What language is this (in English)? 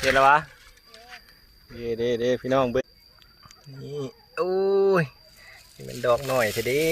Northeastern Thai